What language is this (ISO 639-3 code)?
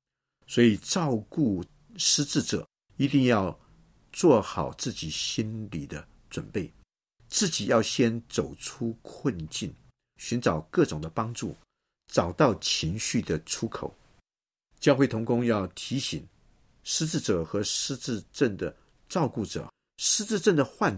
zho